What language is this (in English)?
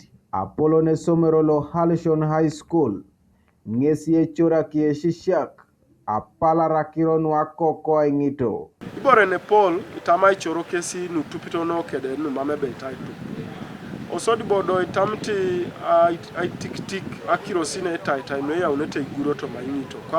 Teso